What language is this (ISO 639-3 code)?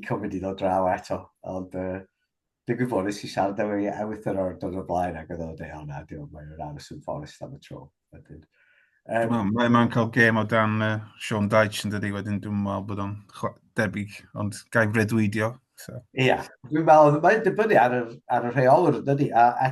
cym